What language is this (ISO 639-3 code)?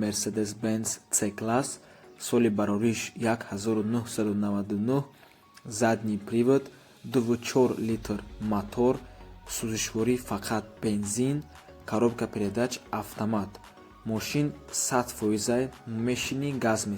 tgk